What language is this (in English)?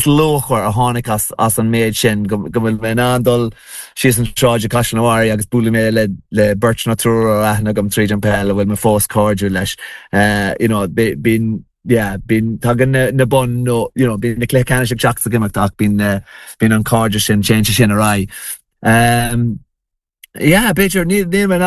Irish